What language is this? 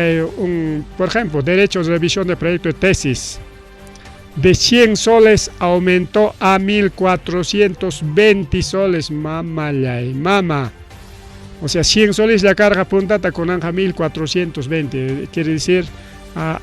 Ayacucho Quechua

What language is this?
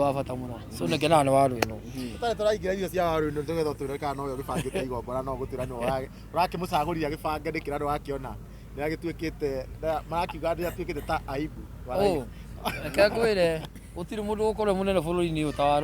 Kikuyu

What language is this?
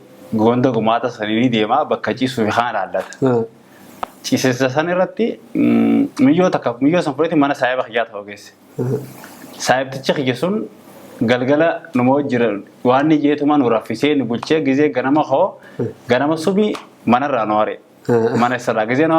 Oromo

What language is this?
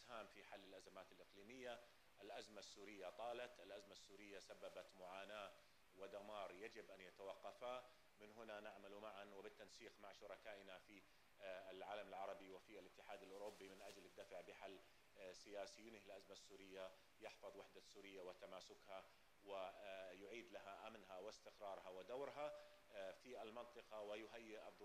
Arabic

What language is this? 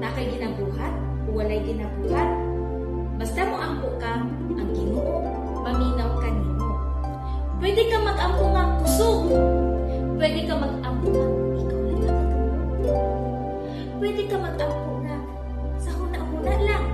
Cebuano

